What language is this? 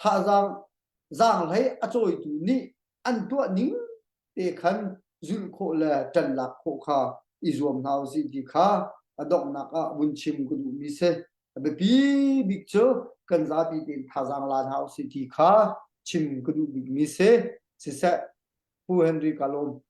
Hakha Chin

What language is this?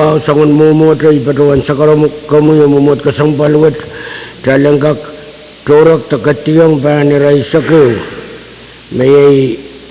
Pohnpeian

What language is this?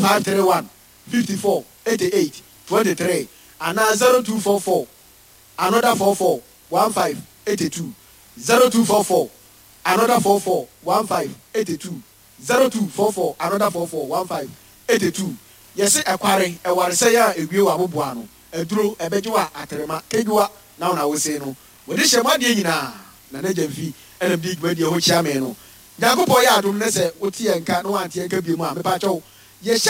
Akan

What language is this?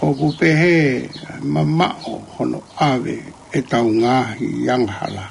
Tongan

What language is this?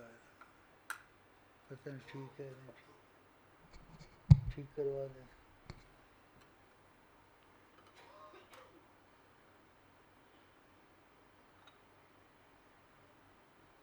Urdu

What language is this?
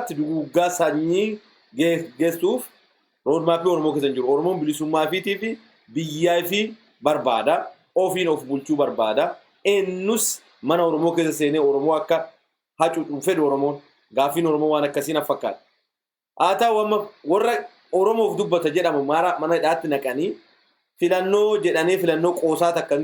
Oromo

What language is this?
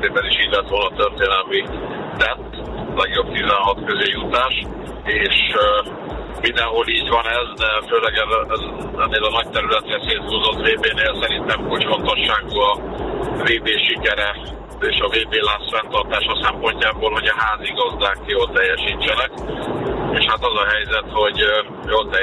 Hungarian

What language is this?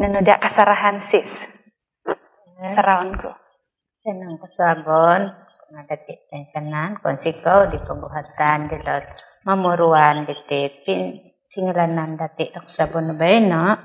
Central Dusun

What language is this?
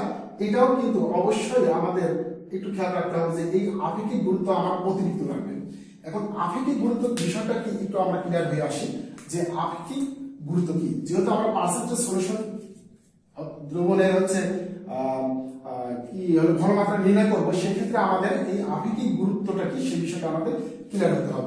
Bangla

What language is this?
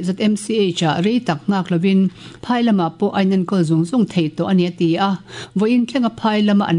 Mizo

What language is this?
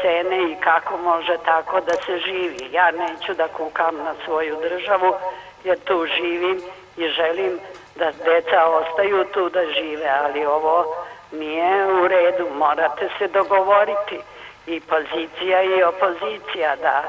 Serbian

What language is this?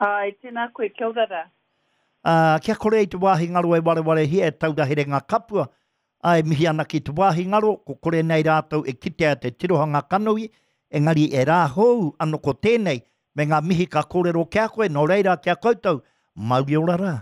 Māori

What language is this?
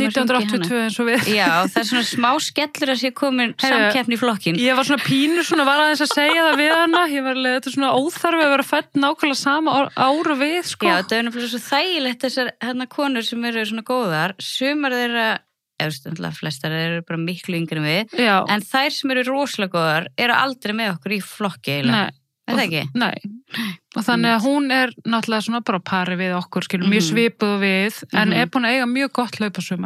Icelandic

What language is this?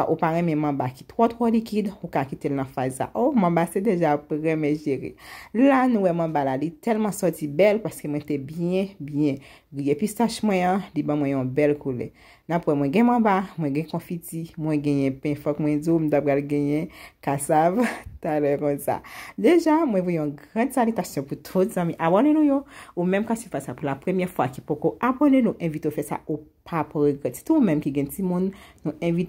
Haitian Creole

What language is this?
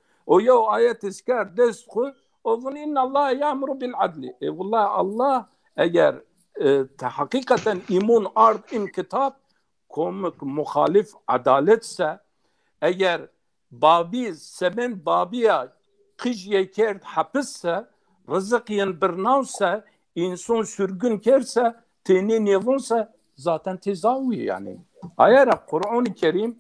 Zaza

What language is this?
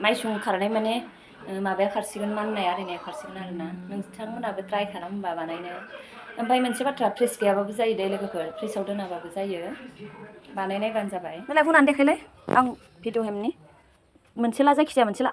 Bodo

